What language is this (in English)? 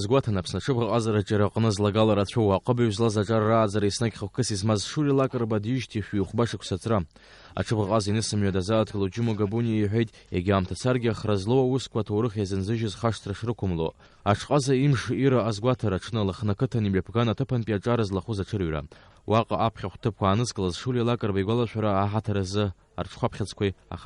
Abkhazian